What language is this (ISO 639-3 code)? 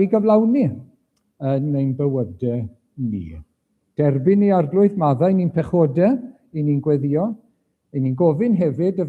cym